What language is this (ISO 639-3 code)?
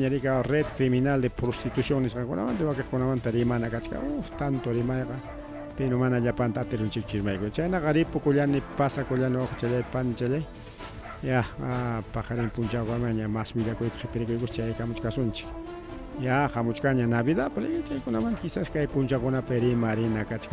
quy